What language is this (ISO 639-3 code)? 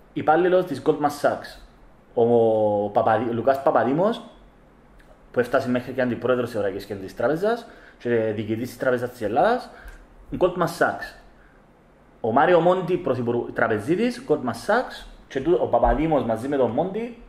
ell